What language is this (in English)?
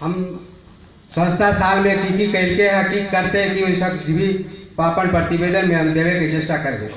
Magahi